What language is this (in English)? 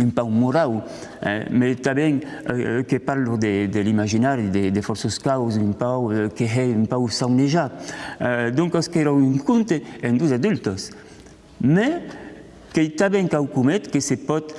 Occitan